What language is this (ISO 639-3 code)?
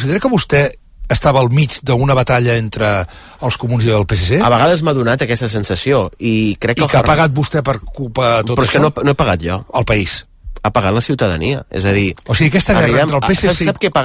cat